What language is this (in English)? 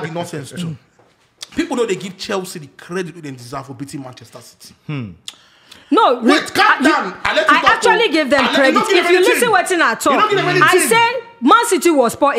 Nigerian Pidgin